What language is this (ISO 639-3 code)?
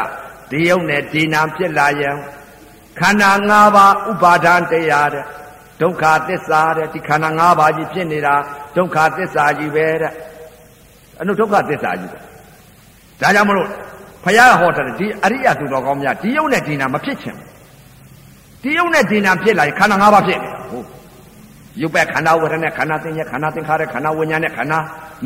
mya